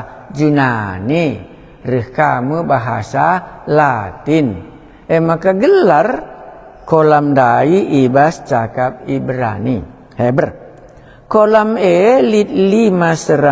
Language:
Batak Karo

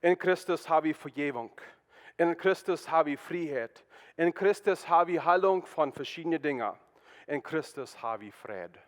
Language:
Plautdietsch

